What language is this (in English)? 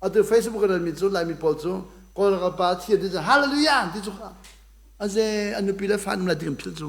Hakha Chin